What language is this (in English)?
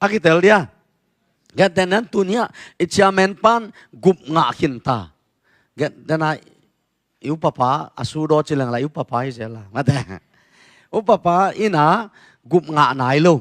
Tedim Chin